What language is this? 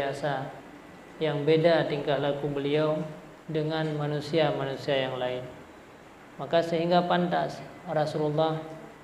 Achinese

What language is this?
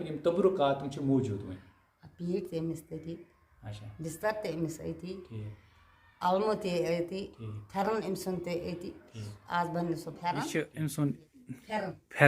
Kashmiri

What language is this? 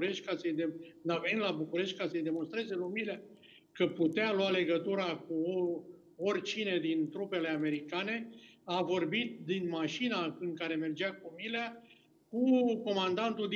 Romanian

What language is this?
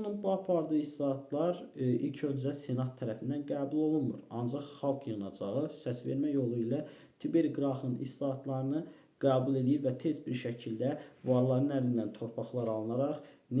Azerbaijani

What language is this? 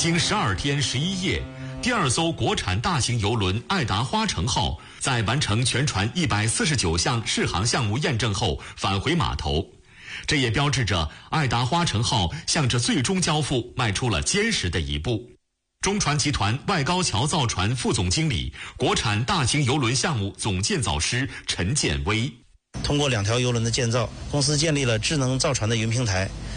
Chinese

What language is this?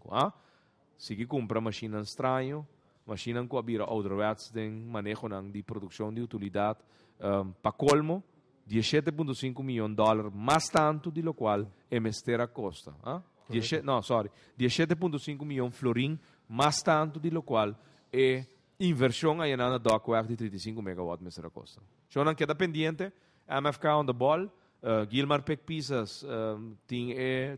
Papiamento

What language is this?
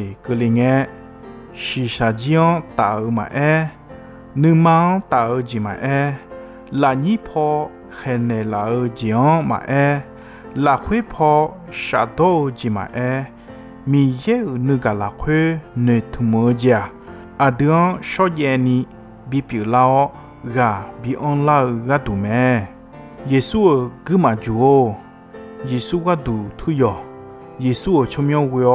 Akha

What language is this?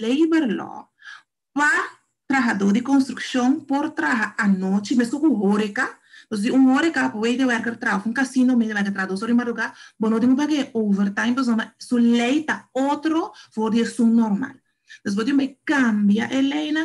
Papiamento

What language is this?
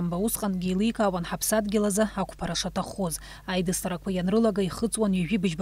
Abkhazian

